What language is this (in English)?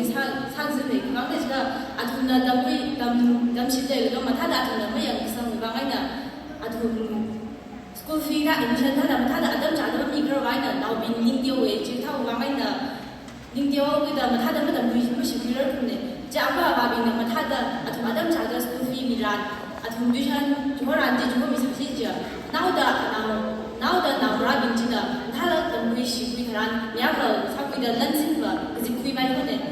Tangkhul Naga (India)